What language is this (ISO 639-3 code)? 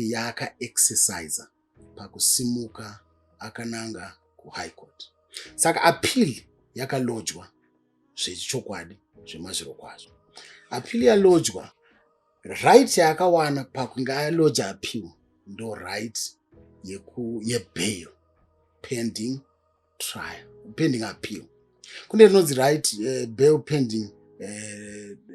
sna